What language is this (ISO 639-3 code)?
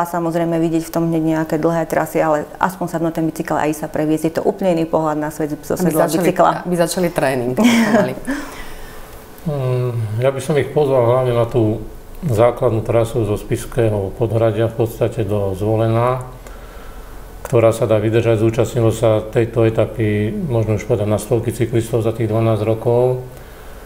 slk